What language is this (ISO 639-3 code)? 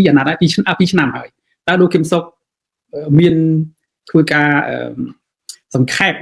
khm